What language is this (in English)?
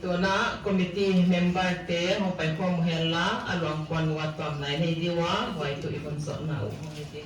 Paite Chin